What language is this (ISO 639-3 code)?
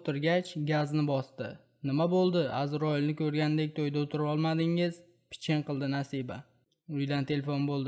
uzb